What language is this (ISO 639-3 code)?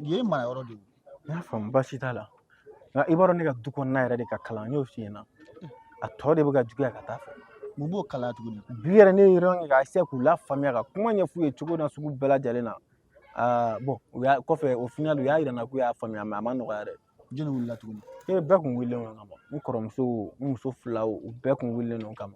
bam